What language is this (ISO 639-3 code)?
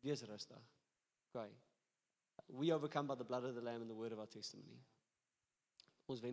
afr